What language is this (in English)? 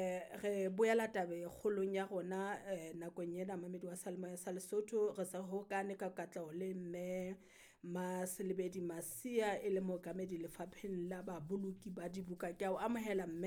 Southern Sotho